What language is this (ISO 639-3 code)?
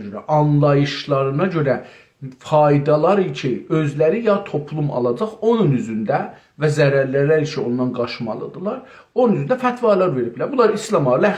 azb